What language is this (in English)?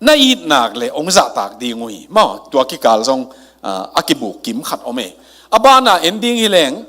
Tedim Chin